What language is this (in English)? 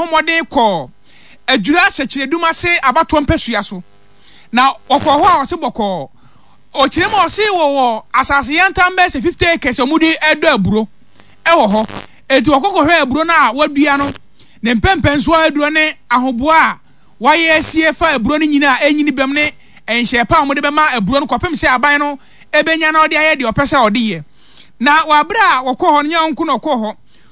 Akan